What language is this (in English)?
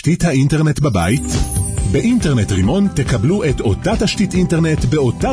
Hebrew